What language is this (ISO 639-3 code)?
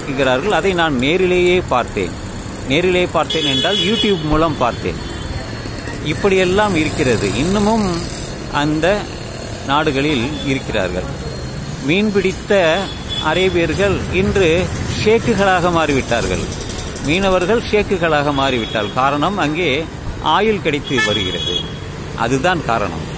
tam